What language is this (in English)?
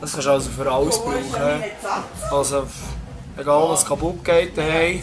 Swiss German